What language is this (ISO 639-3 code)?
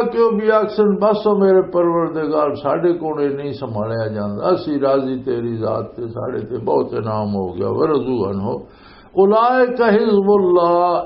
lah